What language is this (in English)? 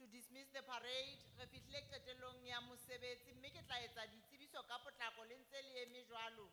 Southern Sotho